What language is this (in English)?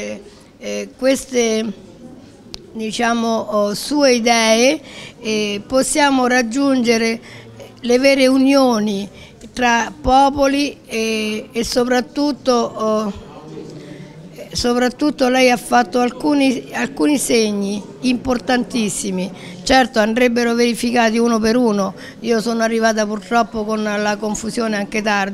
Italian